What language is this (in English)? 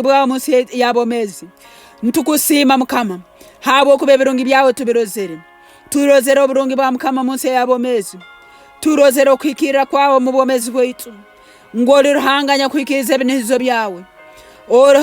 Nyankole